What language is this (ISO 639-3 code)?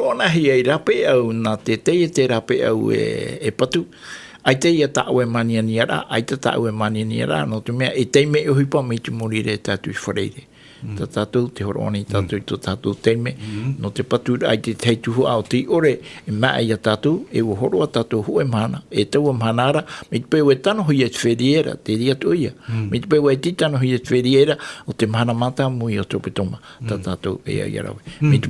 tah